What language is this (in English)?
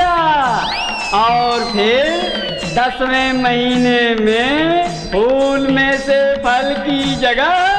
Bhojpuri